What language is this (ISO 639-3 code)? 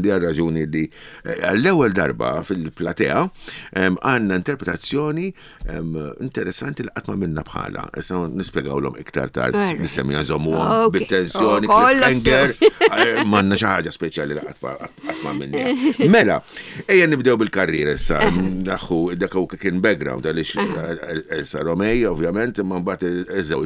mlt